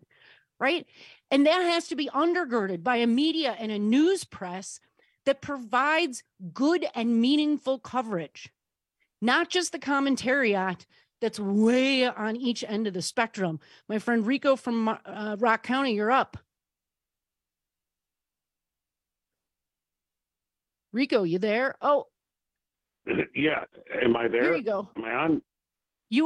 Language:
English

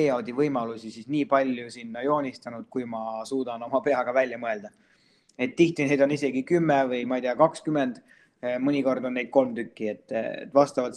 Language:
Estonian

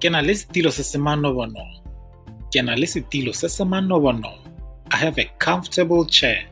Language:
Tswana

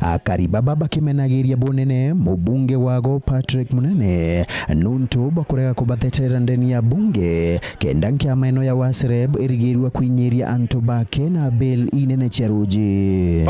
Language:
Meru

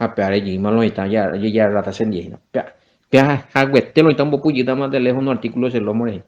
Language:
Guarani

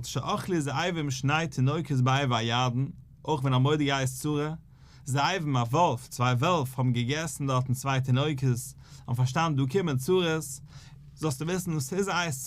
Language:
Yiddish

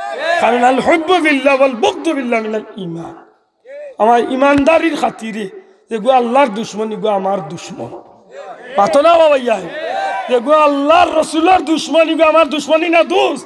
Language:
Sylheti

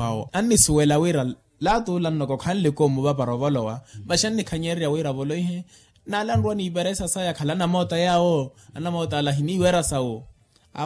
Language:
Makhuwa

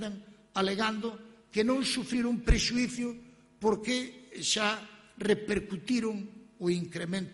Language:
Galician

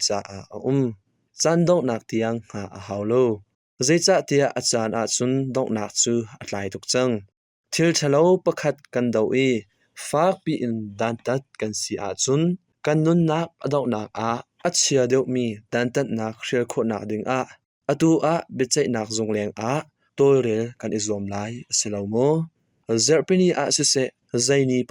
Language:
Hakha Chin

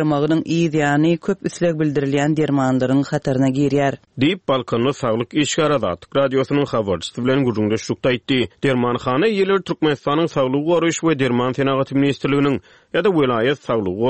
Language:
Turkmen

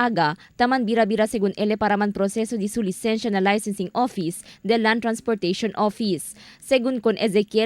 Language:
Chavacano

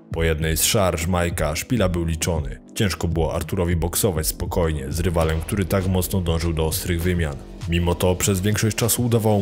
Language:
Polish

